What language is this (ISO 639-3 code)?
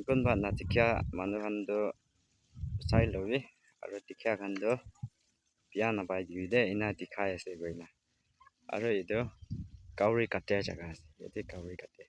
nag